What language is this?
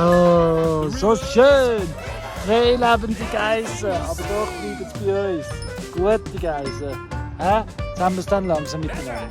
Swiss German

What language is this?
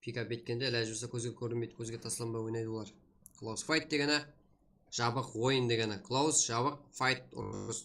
Kara-Kalpak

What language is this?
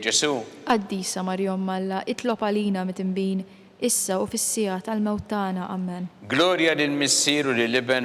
Maltese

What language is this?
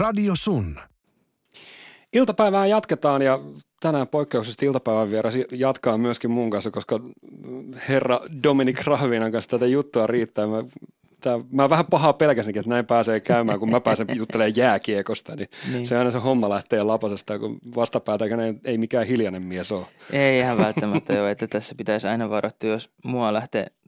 Finnish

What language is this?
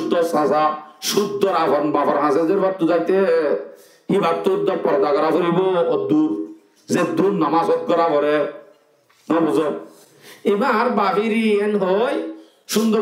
Rohingya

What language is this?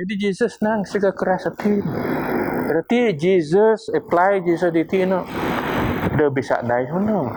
Biatah Bidayuh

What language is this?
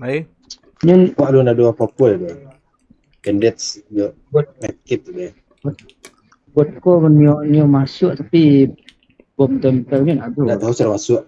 Minangkabau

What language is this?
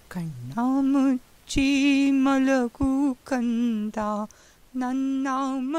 Kannada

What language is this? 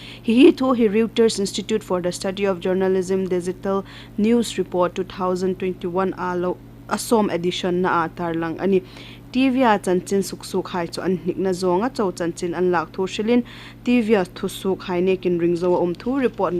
Hmar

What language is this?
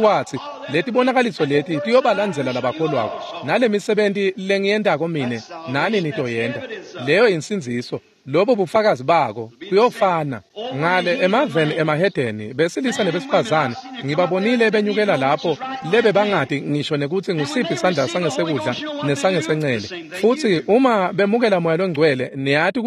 Swati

